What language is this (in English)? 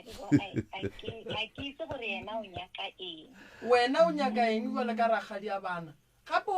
Northern Sotho